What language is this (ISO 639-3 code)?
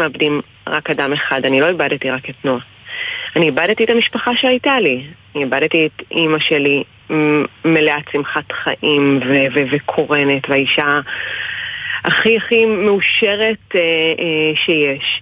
heb